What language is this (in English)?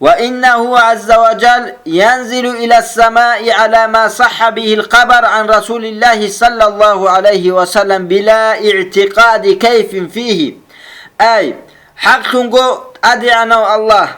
Avaric